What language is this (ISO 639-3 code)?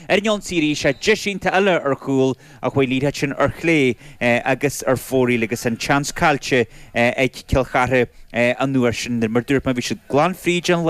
gle